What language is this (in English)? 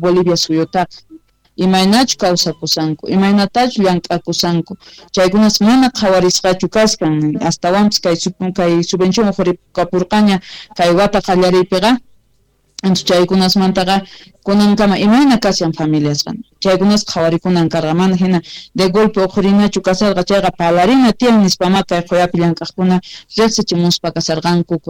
Quechua